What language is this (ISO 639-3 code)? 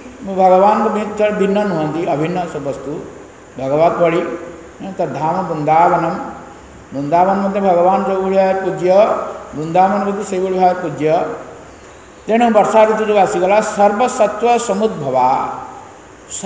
ori